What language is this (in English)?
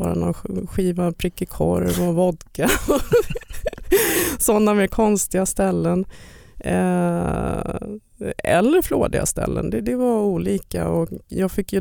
Swedish